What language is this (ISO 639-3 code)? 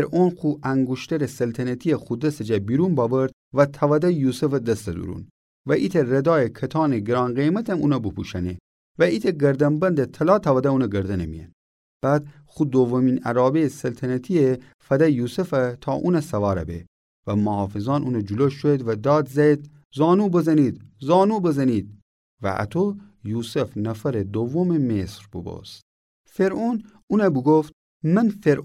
glk